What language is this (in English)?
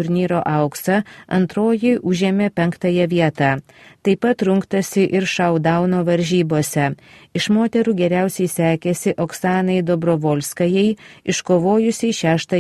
Lithuanian